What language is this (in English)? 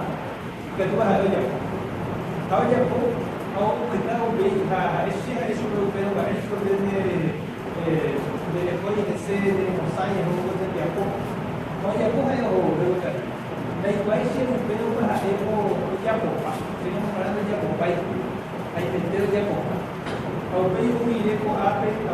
Guarani